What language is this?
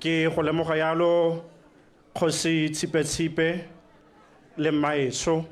Tswana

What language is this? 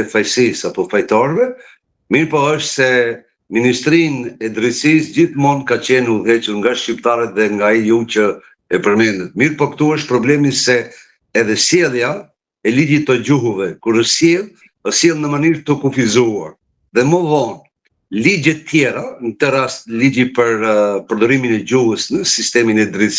Albanian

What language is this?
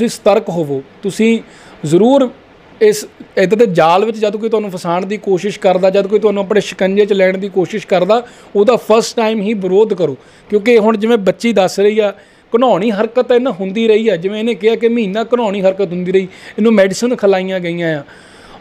Punjabi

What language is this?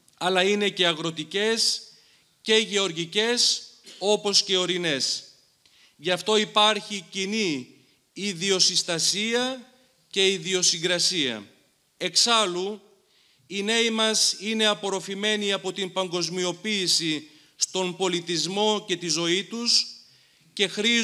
Greek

